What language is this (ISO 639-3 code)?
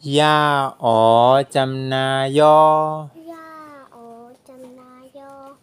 shn